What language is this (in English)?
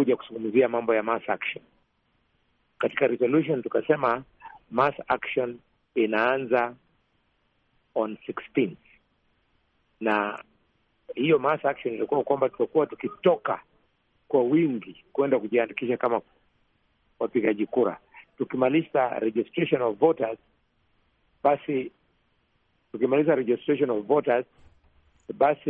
Swahili